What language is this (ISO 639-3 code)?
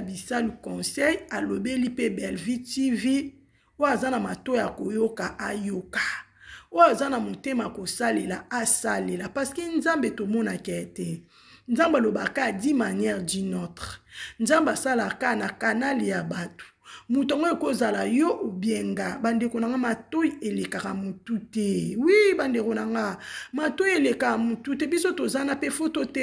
lin